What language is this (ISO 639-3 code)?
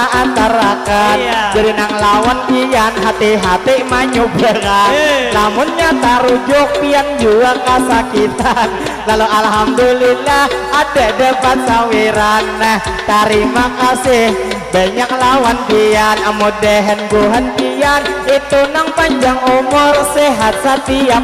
bjn